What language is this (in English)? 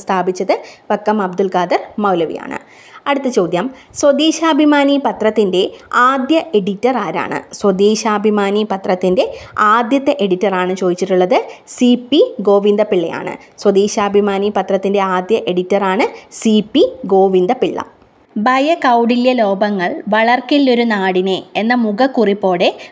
Malayalam